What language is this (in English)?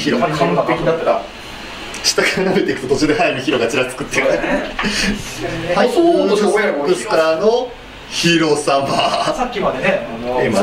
Japanese